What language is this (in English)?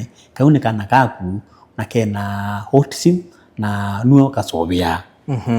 Kamba